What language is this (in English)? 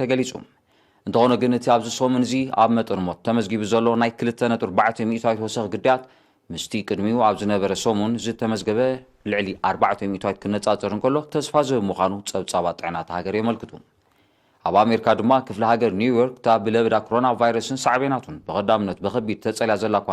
Tigrinya